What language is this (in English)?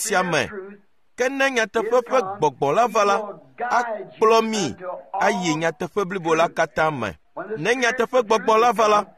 Ewe